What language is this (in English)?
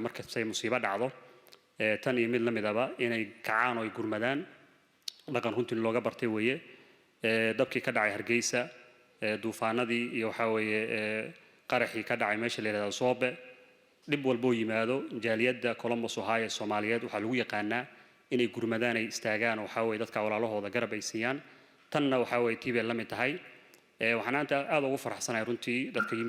Somali